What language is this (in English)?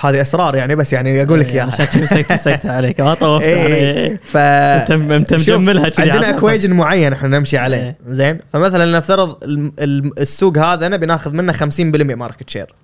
Gulf Arabic